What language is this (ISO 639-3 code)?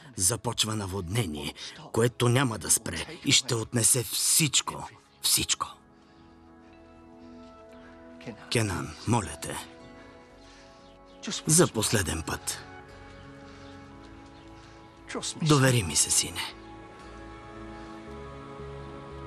bul